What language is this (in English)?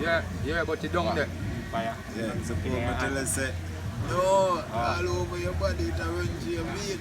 Jamaican Creole English